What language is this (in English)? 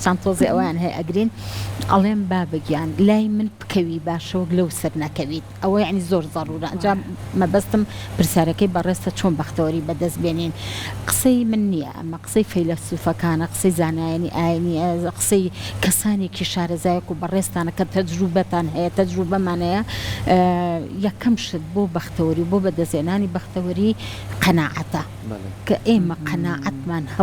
Central Kurdish